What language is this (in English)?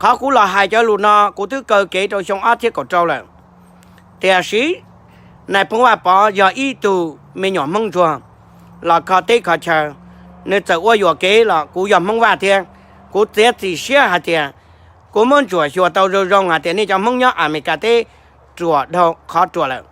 Hmong